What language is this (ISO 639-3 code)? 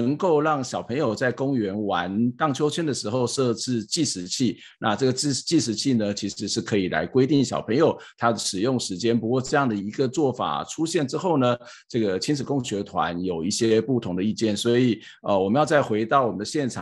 zho